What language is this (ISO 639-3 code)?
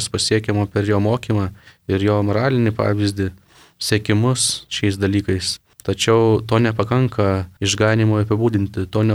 lit